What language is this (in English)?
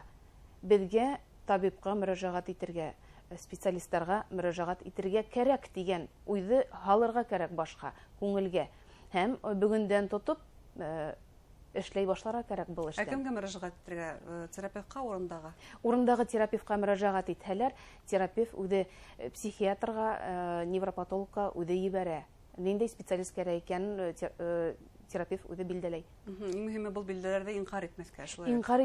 Bashkir